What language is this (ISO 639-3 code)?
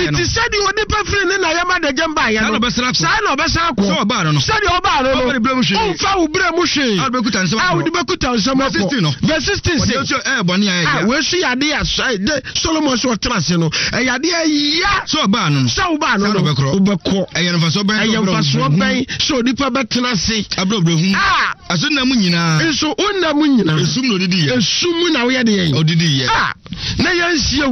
aka